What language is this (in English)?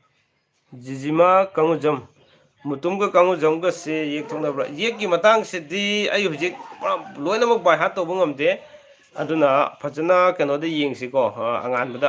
Manipuri